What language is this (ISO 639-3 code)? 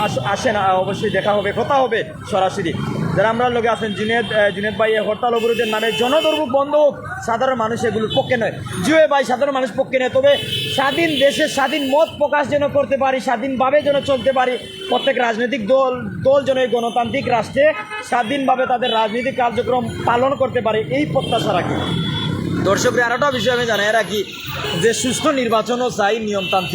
syl